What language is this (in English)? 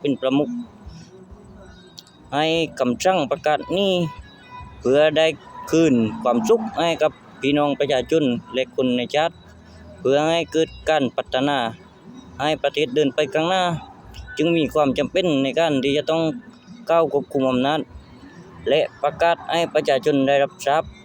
Lao